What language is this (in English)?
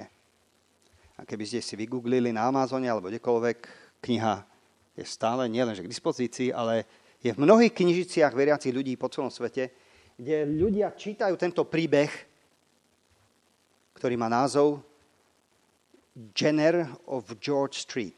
Slovak